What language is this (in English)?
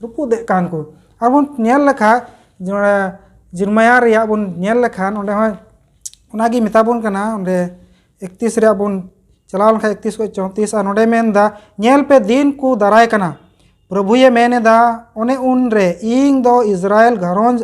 Santali